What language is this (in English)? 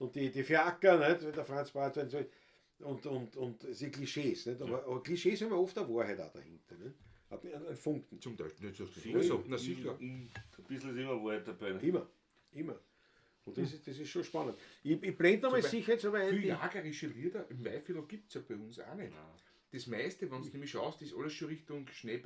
Bavarian